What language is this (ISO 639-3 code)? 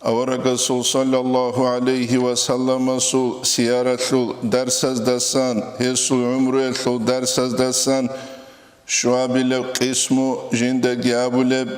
ava